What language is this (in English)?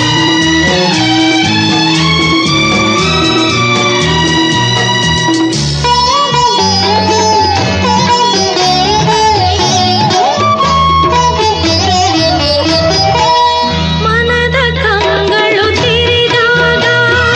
Kannada